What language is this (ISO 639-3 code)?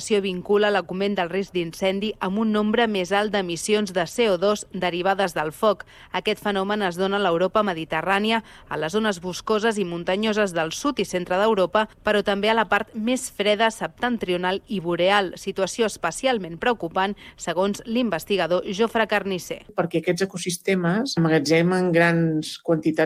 cat